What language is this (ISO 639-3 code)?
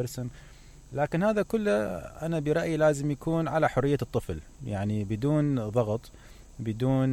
acm